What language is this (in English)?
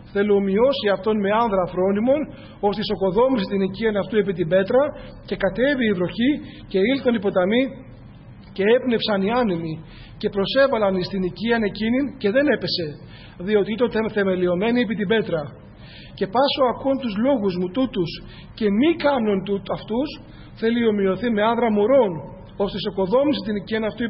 Greek